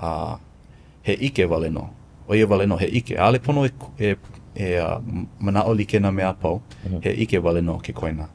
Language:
Hawaiian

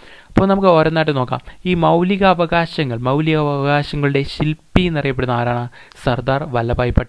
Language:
Malayalam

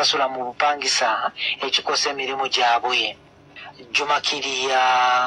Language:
Ganda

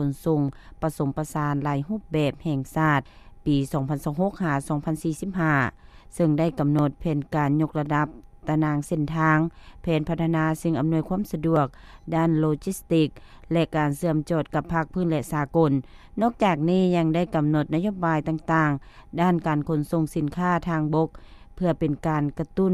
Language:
Lao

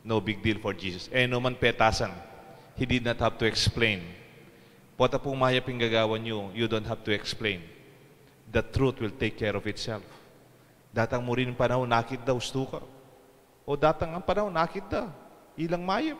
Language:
Pampanga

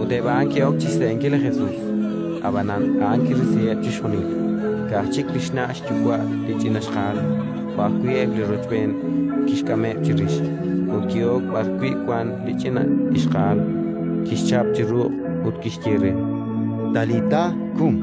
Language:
Kekchí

